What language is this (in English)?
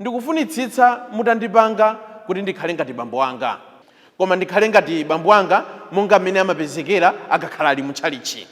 Nyanja